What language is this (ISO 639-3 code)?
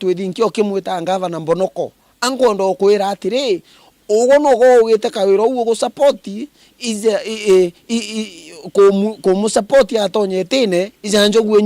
mer